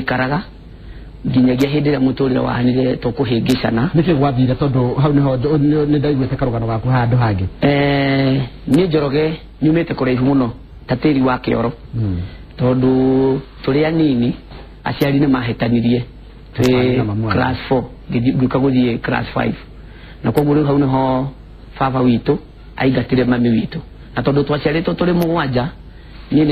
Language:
Kikuyu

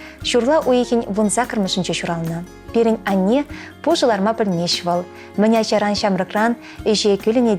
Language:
Chuvash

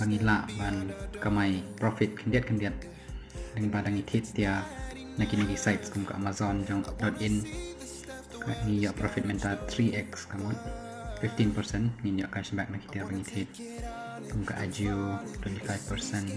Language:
Khasi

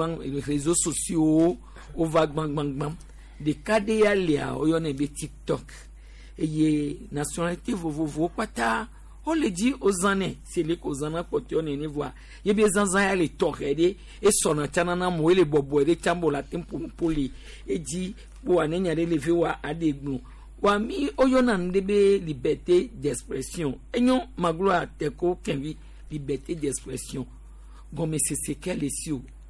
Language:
Gen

